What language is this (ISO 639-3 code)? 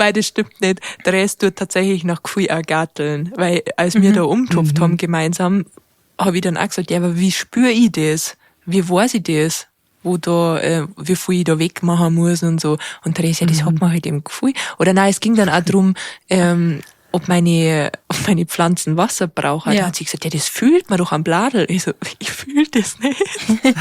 bar